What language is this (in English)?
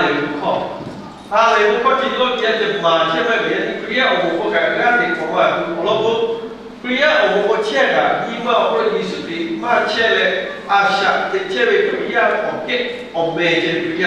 Lahu